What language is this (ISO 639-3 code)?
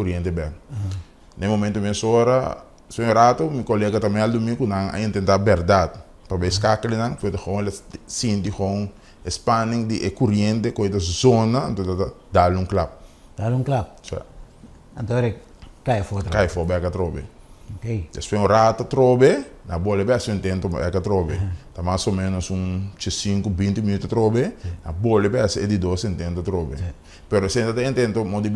pap